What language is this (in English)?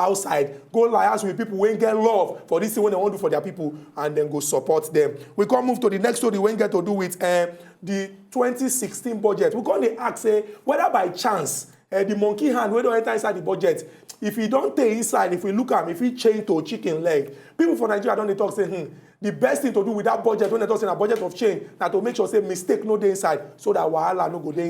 Nigerian Pidgin